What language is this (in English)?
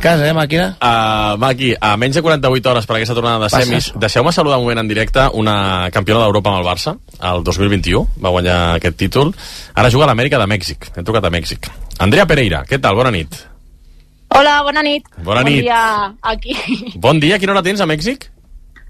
Catalan